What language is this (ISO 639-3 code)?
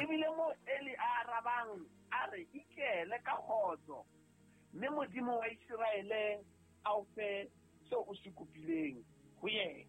sot